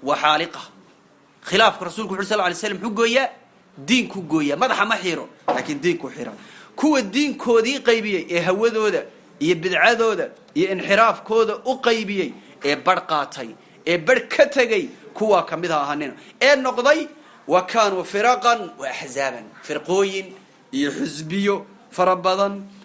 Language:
Somali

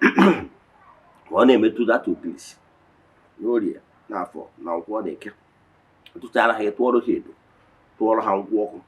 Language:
Igbo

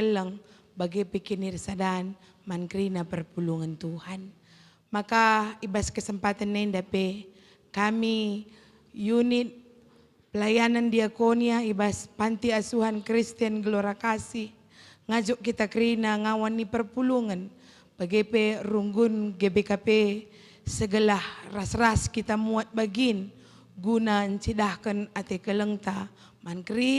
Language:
Batak Karo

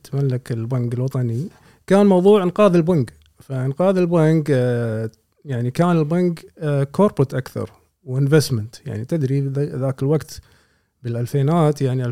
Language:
Gulf Arabic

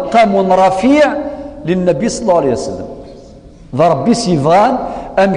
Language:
Kabyle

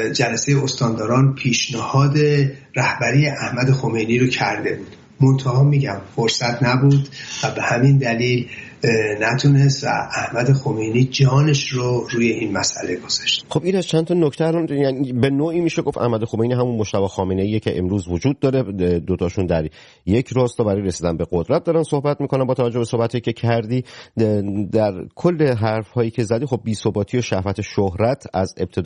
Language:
Persian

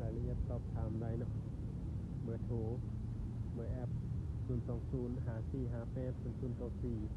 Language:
Lao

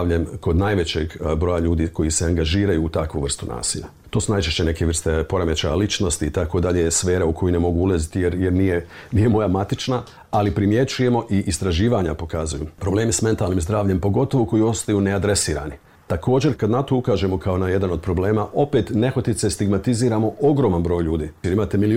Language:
Bosnian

